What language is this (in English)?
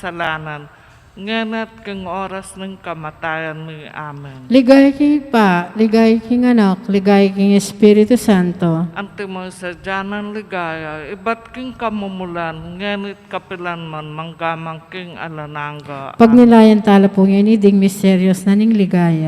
Pampanga